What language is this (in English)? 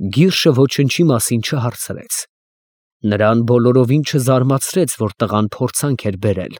Armenian